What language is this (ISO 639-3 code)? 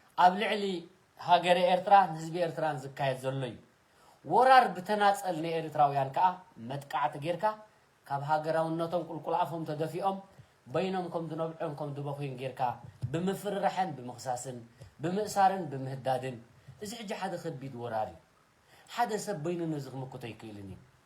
tir